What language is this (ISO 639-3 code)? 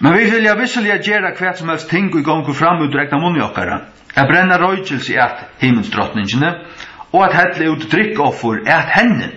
fao